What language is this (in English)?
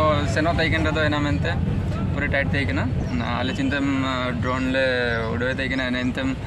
Ho